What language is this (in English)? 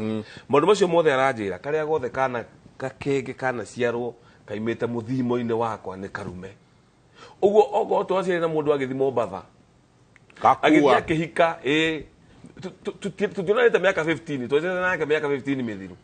Kikuyu